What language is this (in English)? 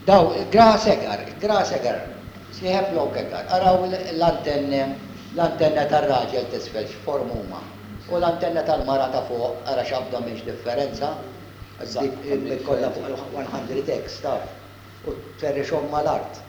Maltese